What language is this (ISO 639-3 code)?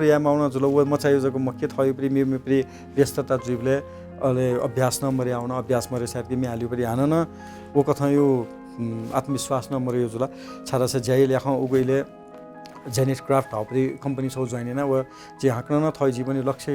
new